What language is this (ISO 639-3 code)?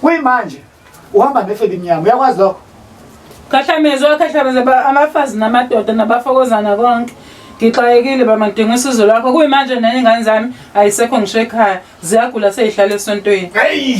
zul